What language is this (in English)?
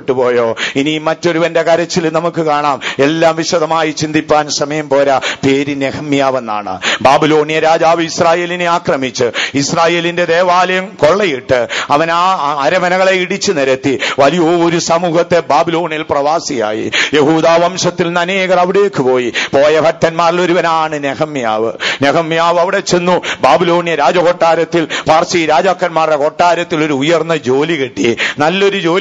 Malayalam